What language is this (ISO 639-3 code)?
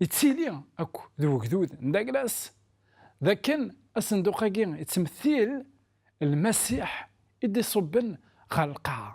kab